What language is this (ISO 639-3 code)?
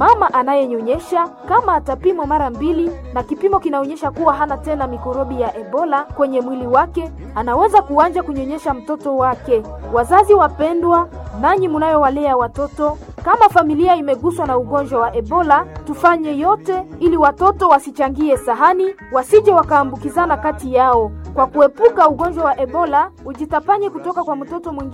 swa